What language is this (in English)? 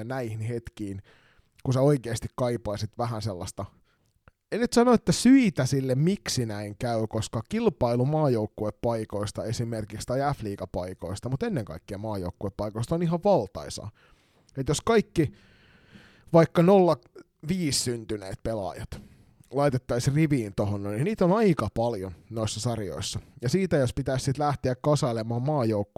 Finnish